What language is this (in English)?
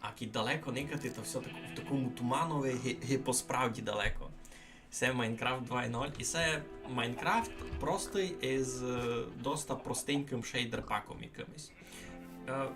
Rusyn